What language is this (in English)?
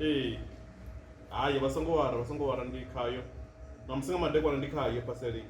Venda